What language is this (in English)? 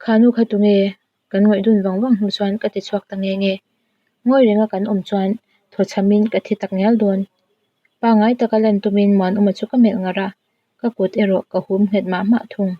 Mizo